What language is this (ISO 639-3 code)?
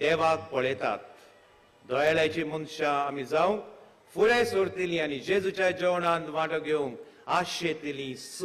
kok